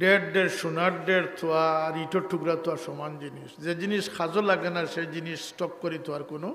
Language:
Sylheti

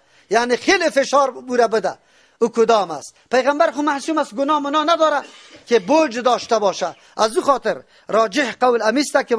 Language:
Persian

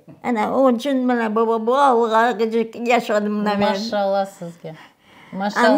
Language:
Crimean Tatar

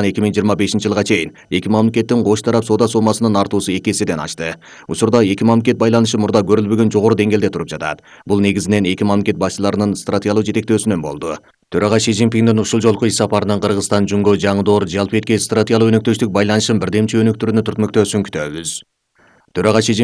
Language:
Kyrgyz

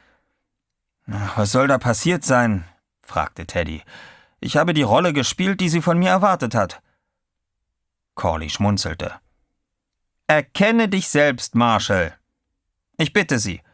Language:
German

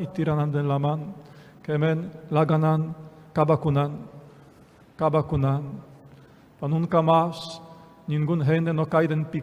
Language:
Papiamento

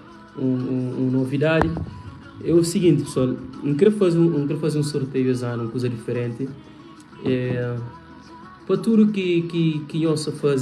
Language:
Kabuverdianu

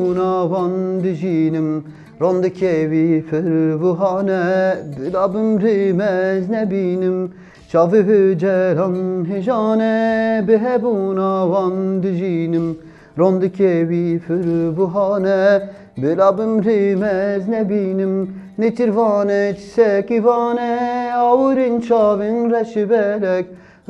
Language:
Kurdish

